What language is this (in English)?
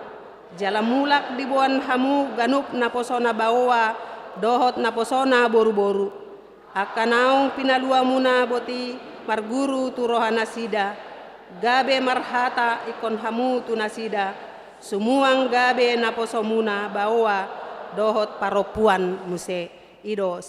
Batak Toba